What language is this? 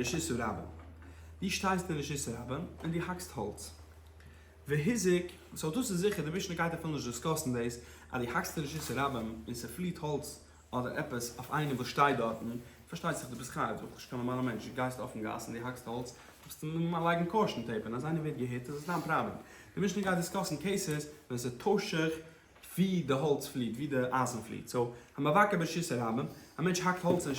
Yiddish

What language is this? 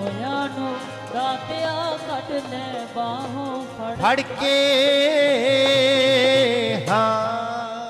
Punjabi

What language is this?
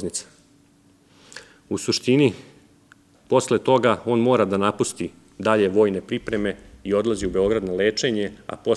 Serbian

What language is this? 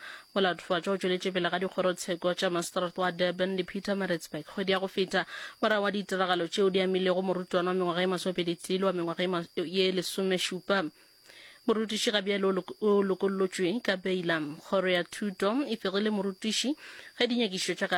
Northern Sotho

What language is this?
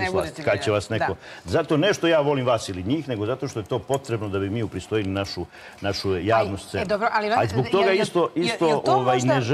Serbian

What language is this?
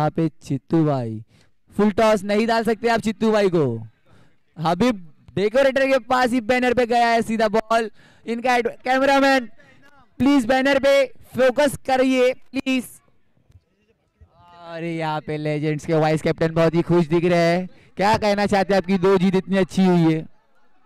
Hindi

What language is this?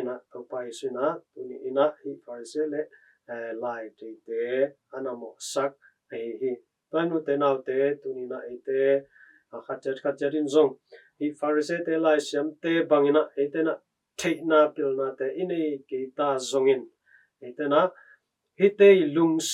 Tedim Chin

